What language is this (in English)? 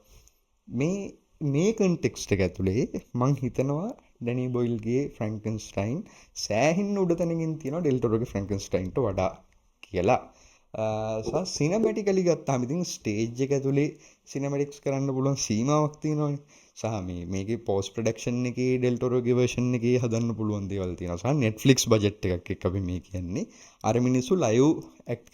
Sinhala